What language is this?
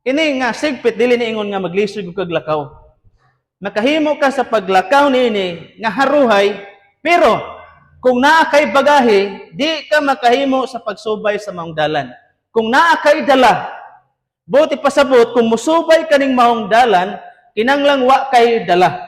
Cebuano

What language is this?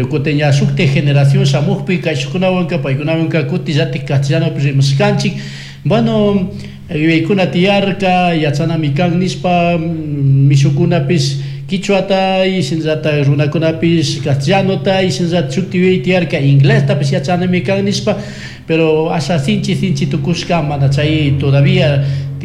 Chimborazo Highland Quichua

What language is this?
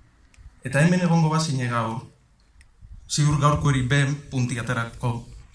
Basque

